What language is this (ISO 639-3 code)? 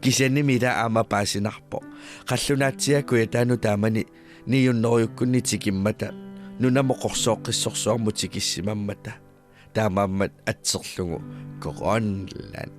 kal